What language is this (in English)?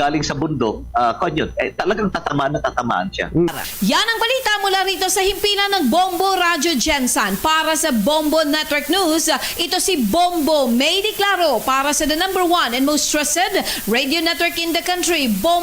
Hiligaynon